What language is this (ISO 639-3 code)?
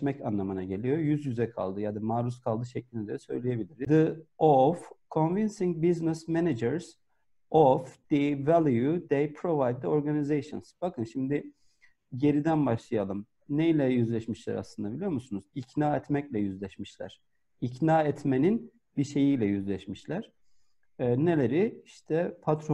tur